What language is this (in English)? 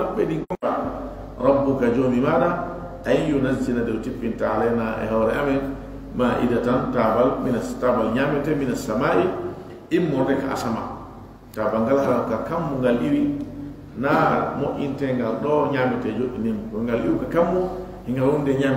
Fula